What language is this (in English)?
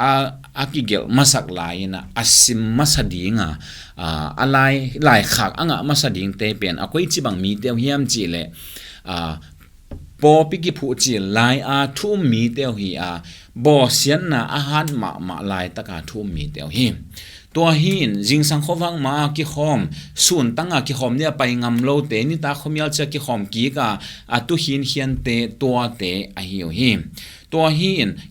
Tedim Chin